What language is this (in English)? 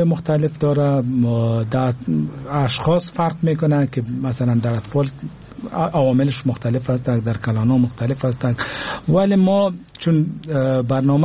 Persian